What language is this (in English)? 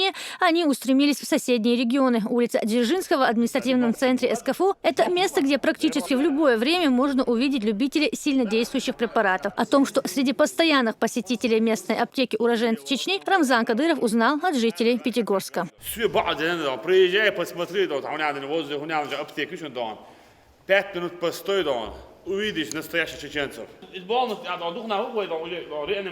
Chechen